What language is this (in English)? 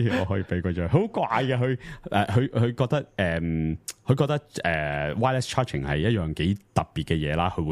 Cantonese